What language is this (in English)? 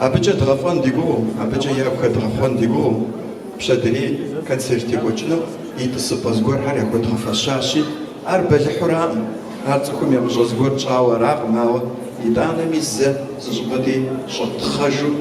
Kabardian